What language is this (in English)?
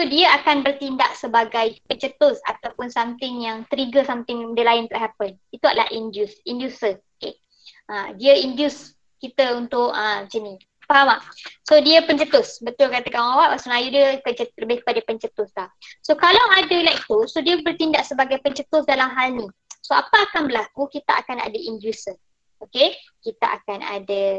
Malay